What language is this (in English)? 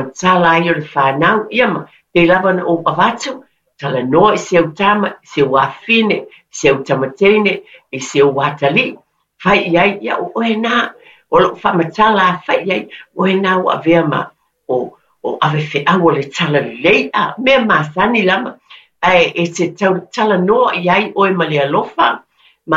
Samoan